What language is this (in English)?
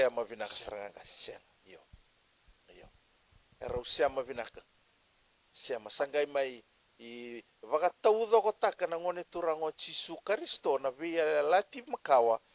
Fijian